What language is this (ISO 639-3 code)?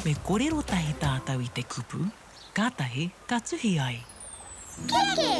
mri